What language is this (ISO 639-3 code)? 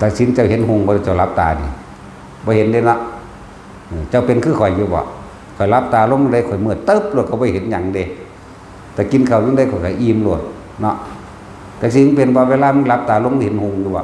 tts